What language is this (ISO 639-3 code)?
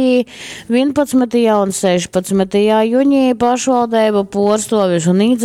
ltg